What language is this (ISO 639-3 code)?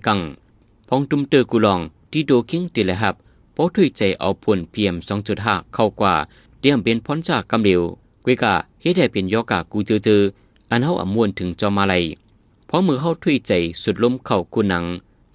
shn